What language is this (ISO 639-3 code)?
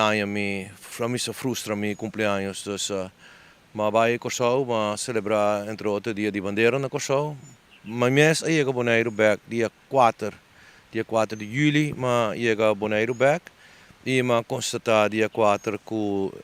pap